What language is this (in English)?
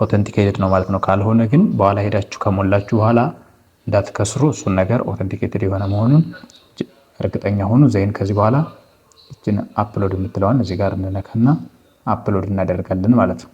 Amharic